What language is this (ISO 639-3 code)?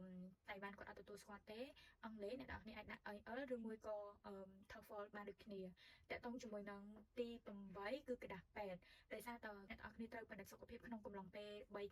khm